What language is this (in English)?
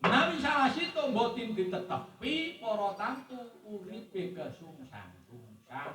Javanese